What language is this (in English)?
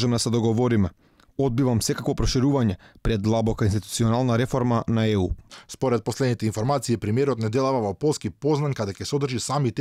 Macedonian